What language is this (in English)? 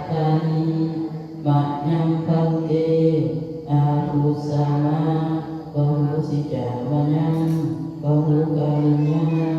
Pali